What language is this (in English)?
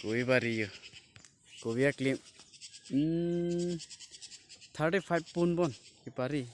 Karbi